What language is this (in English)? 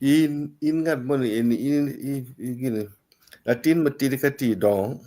Acoli